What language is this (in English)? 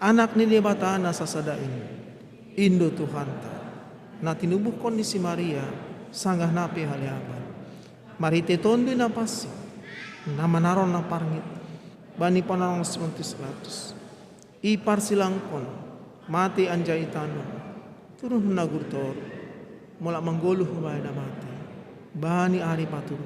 Batak Simalungun